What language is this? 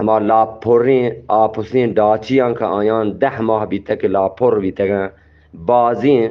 Eastern Balochi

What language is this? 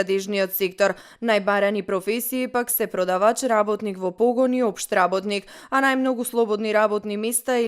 Macedonian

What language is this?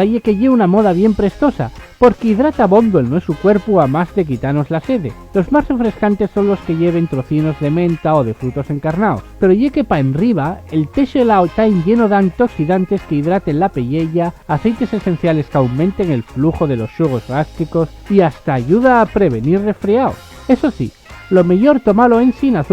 Asturian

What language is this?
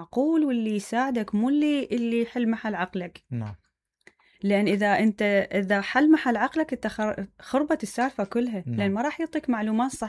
Mesopotamian Arabic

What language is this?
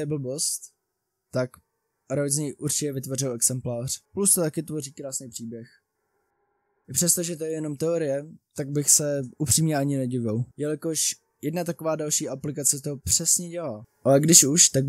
Czech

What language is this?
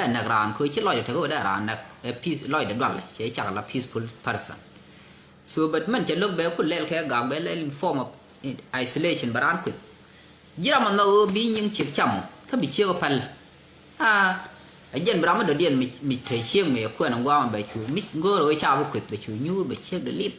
Nuer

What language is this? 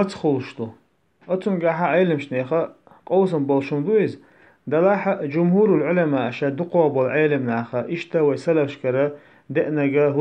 Chechen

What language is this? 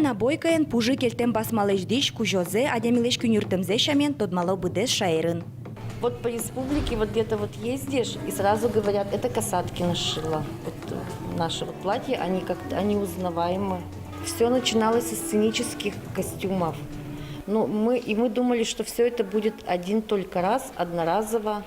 Udmurt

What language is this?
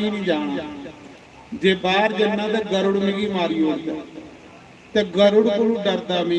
Dogri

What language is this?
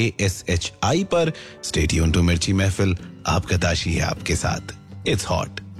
Hindi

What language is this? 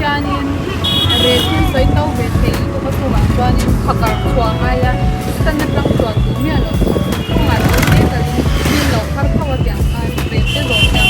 Mizo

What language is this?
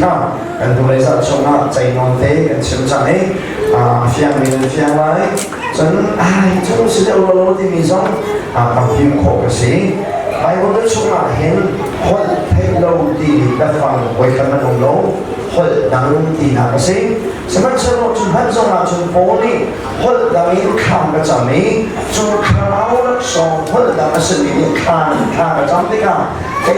Hakha Chin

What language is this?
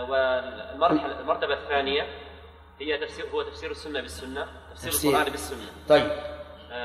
Arabic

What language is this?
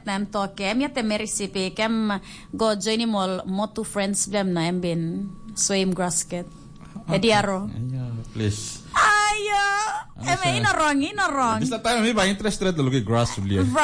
Tok Pisin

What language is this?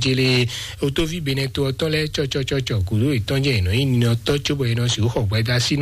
Fon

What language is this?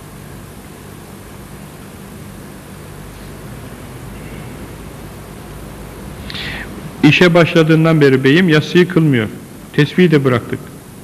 Turkish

